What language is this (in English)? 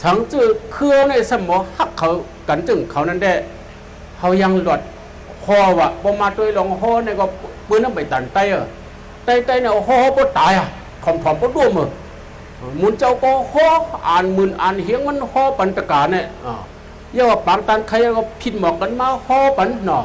Shan